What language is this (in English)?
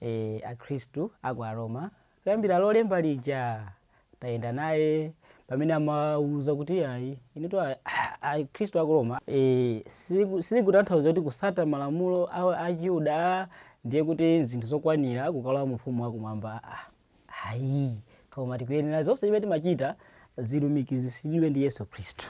Nyanja